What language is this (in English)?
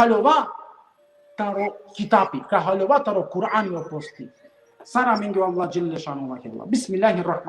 Balkan Romani